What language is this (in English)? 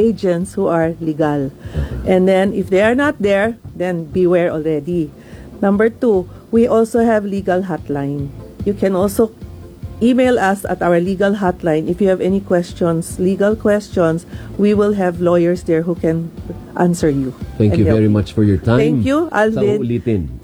Filipino